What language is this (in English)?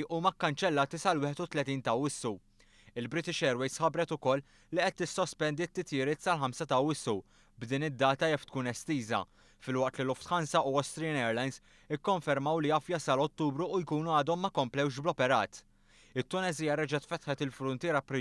Maltese